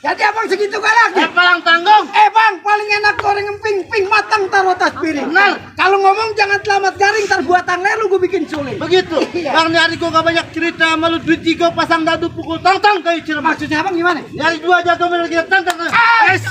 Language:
Betawi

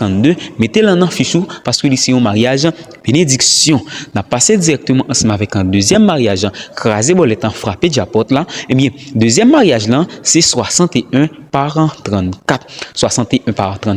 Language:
Haitian Creole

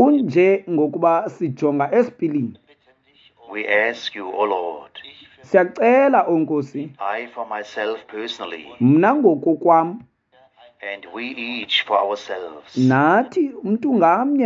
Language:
Xhosa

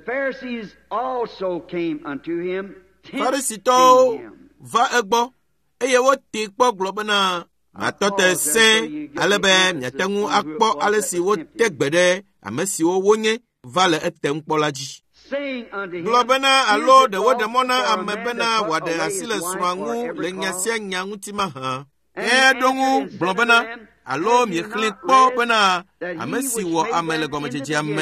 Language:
Ewe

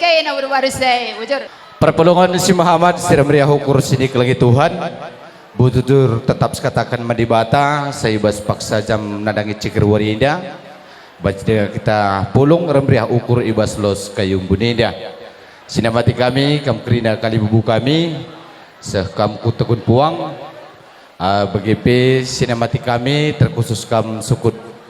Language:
Batak Karo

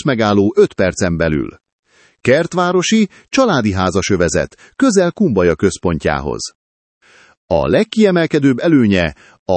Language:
Hungarian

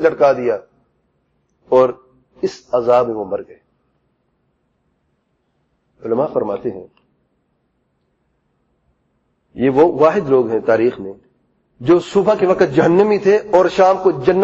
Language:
Urdu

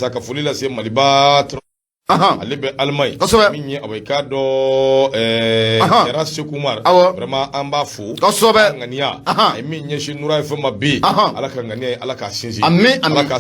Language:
Bambara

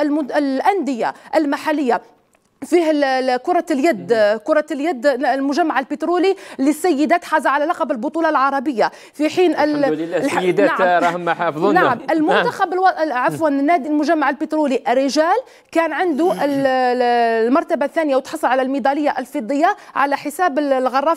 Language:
Algerian Arabic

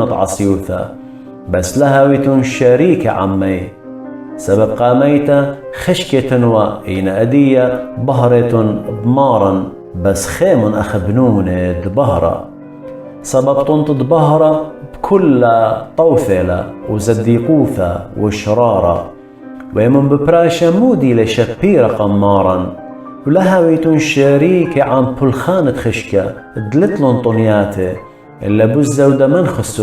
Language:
Assyrian Neo-Aramaic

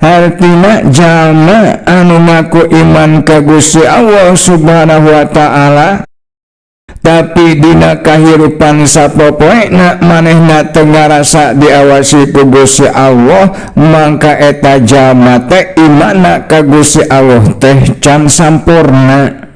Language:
Sundanese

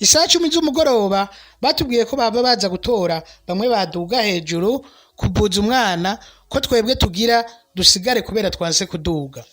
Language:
Rundi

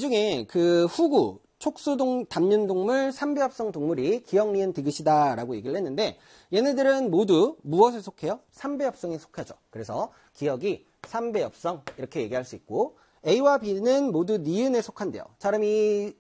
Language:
Korean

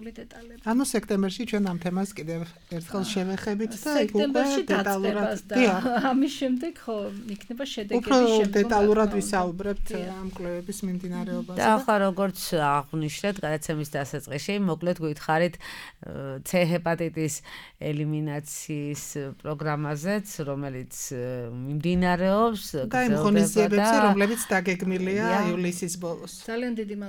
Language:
Georgian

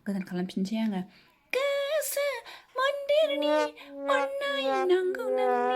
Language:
Bodo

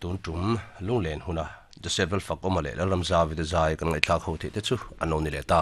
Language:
Mizo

